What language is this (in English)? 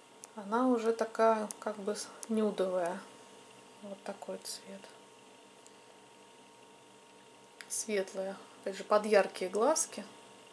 Russian